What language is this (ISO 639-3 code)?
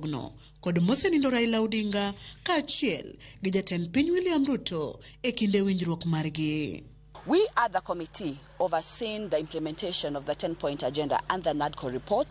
luo